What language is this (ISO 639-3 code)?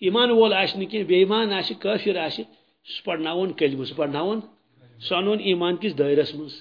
kas